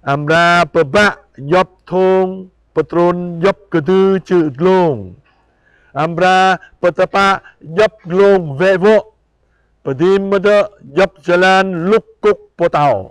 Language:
Jarai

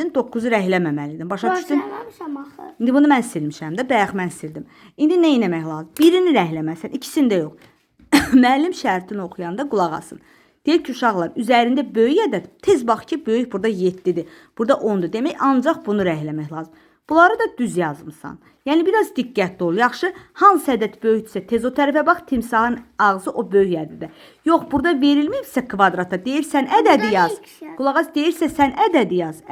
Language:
Azerbaijani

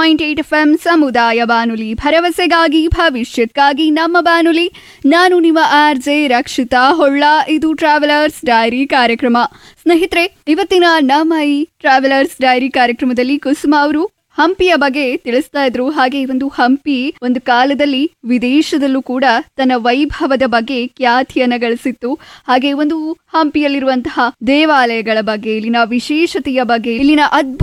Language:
Kannada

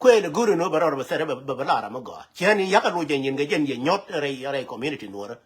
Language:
Nuer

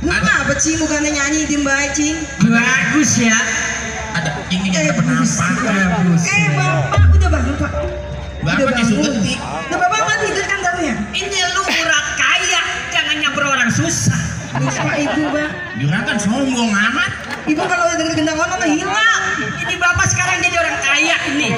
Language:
Betawi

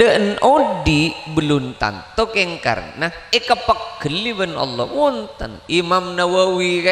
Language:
Madurese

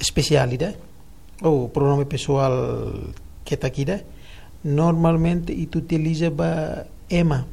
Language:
Tetum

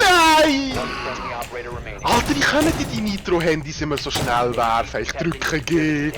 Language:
Swiss German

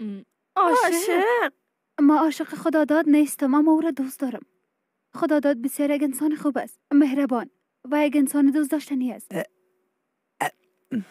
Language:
Persian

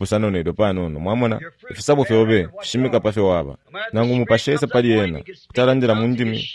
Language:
Bemba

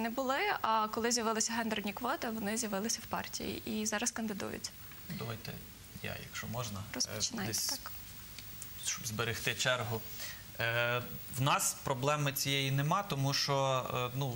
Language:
Ukrainian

